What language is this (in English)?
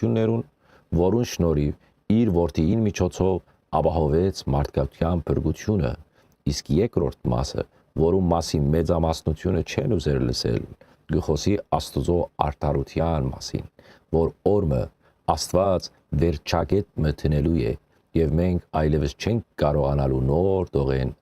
Western Armenian